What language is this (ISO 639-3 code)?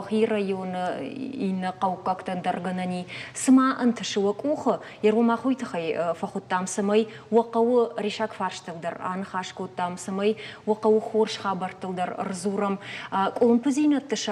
oss